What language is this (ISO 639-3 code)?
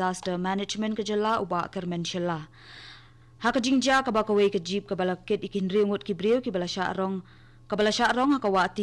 kha